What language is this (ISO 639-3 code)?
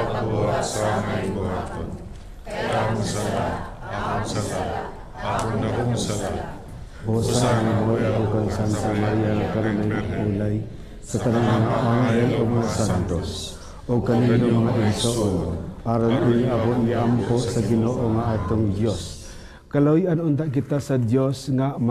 ceb